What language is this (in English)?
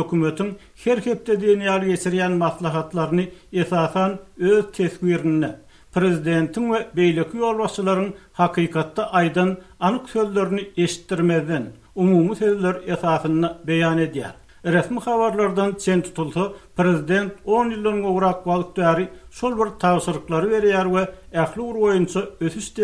Turkmen